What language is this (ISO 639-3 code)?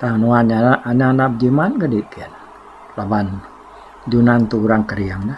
iba